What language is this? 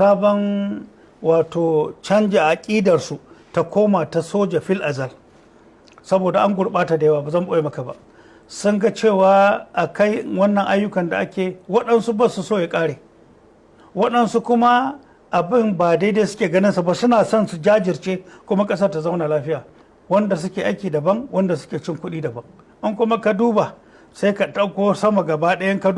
Hausa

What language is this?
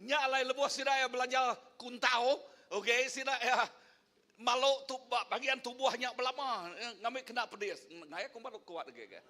Iban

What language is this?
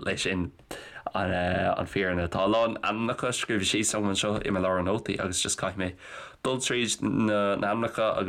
Irish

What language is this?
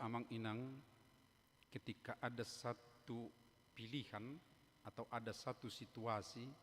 Batak Toba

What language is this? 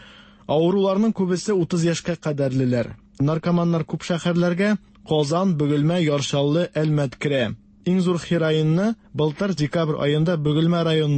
Tatar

